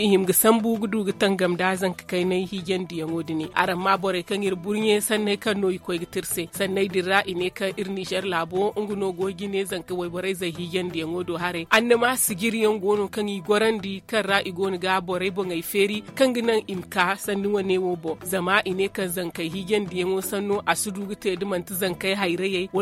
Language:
Zarma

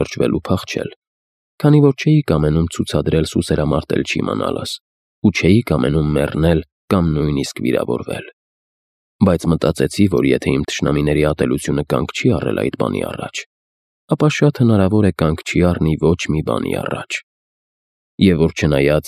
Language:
Armenian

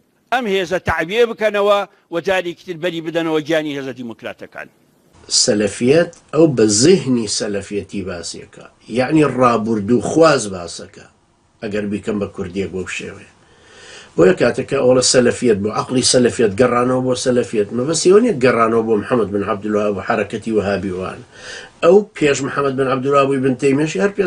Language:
Central Kurdish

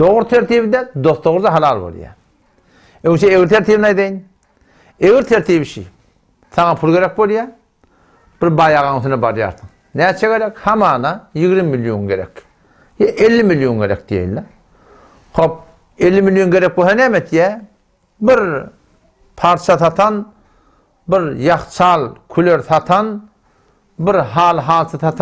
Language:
Turkmen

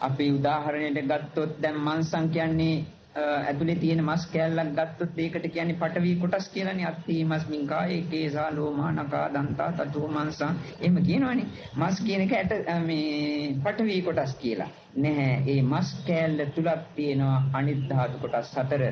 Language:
Sinhala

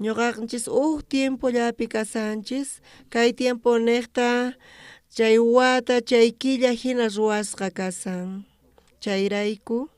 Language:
South Bolivian Quechua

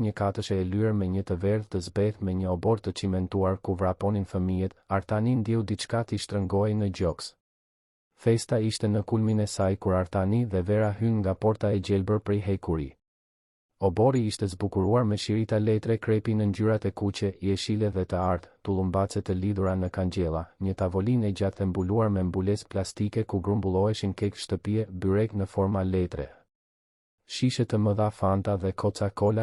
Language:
Albanian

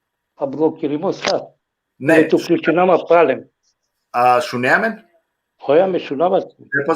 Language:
Balkan Romani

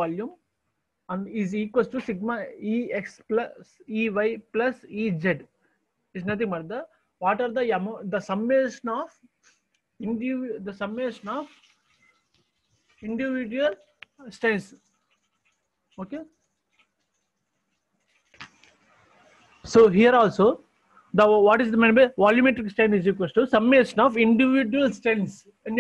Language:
English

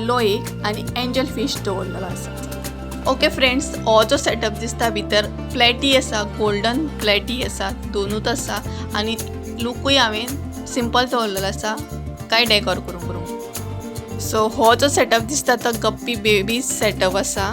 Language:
Konkani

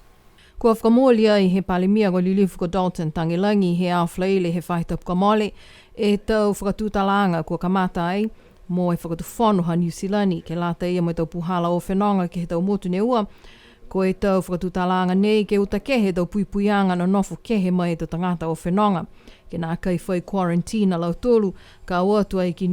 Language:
Niuean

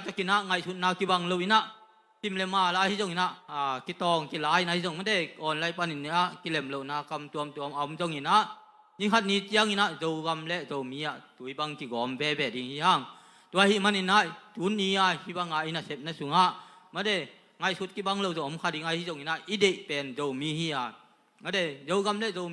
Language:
Tedim Chin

